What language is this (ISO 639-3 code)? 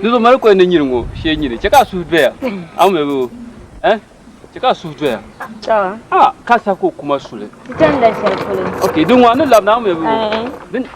dag